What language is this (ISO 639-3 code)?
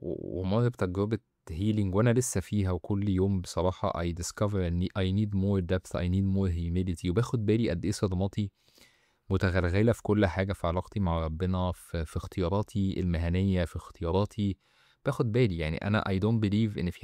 arz